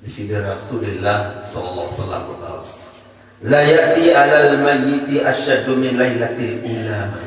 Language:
Sasak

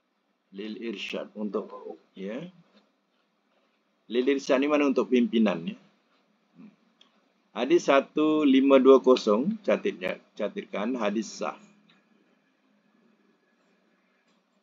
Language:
Malay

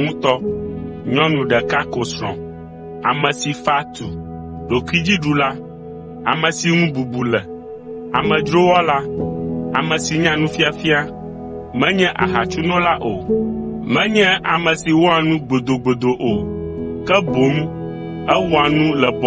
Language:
Ewe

